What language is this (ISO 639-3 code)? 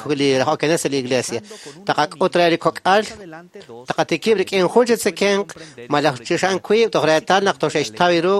kek